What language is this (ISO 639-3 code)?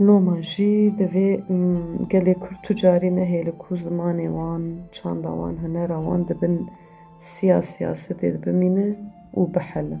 kur